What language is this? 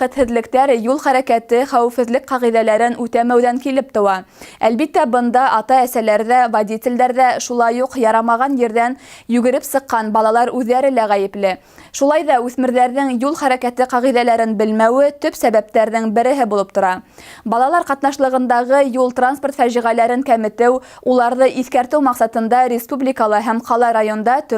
Bashkir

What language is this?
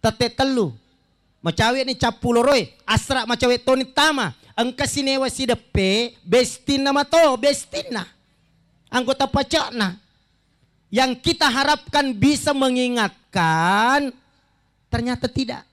Buginese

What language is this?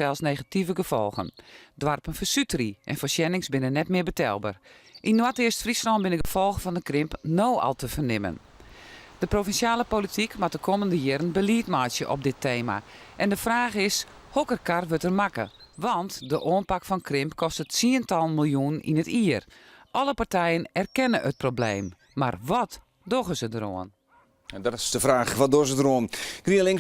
Western Frisian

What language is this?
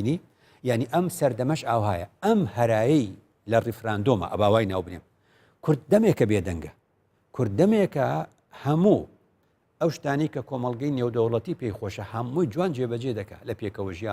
Central Kurdish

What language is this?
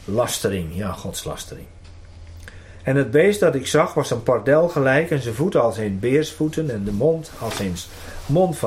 Dutch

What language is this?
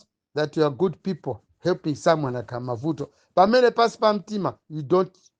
Nyanja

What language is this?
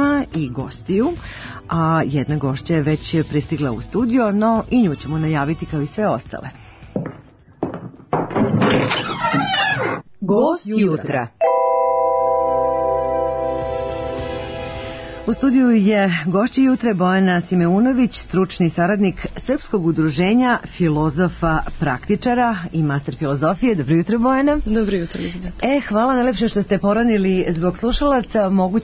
Serbian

